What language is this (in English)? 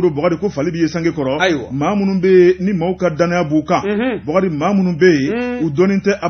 Bambara